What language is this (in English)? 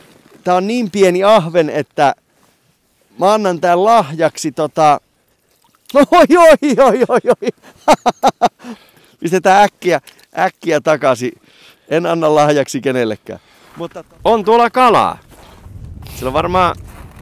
Finnish